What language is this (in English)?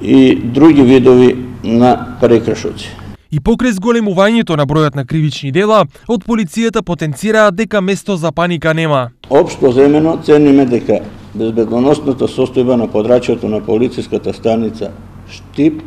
Macedonian